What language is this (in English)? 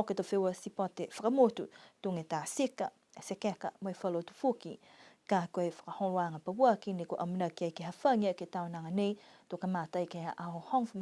Niuean